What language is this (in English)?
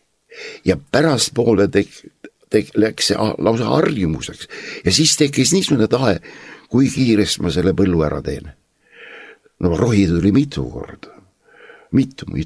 Estonian